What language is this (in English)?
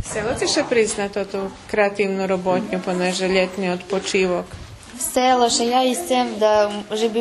Rusyn